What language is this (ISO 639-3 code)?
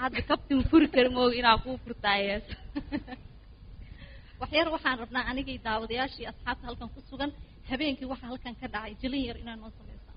som